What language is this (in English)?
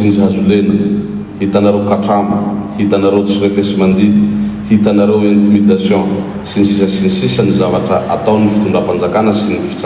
Malagasy